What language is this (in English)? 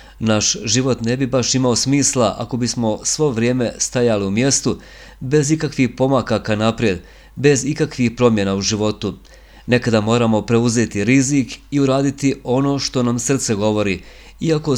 Bosnian